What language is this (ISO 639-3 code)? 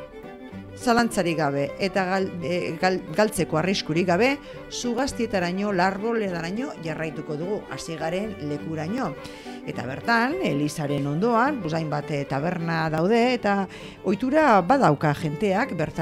eus